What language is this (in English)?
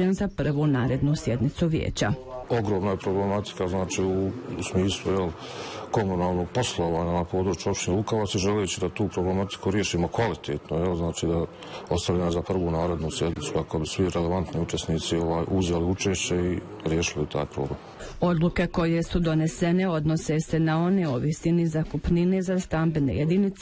Bosnian